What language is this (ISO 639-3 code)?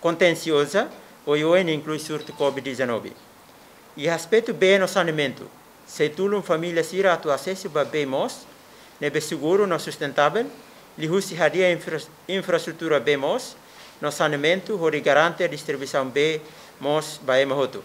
tet